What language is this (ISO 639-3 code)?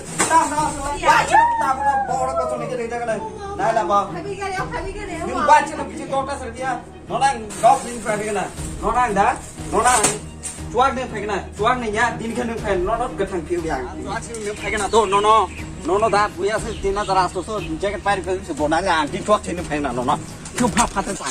trp